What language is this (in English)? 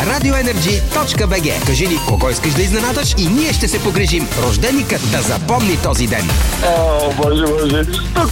Bulgarian